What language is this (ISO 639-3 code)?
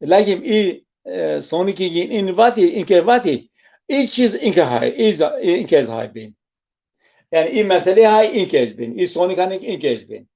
zza